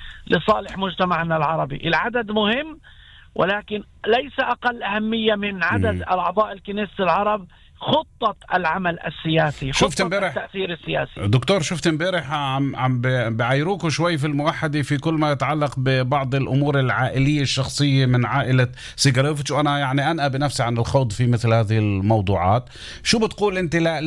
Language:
North Levantine Arabic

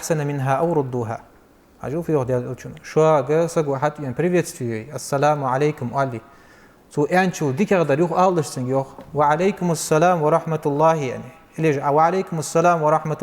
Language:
Ingush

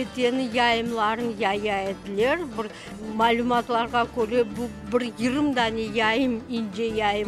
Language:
Crimean Tatar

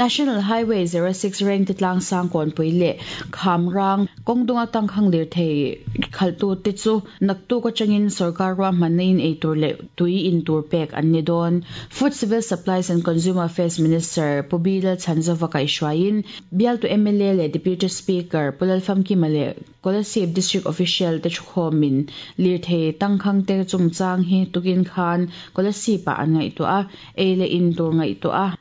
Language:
Mizo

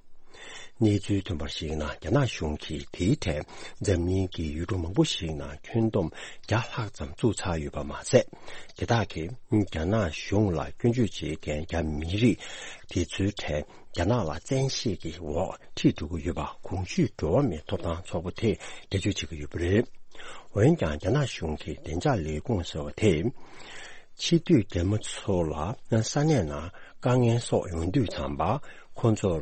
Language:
Tibetan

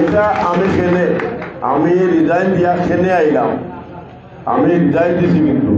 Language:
Sylheti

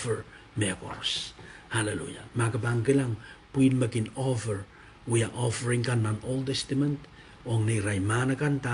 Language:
Pohnpeian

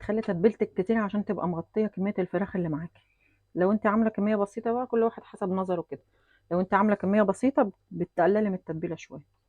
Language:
Egyptian Arabic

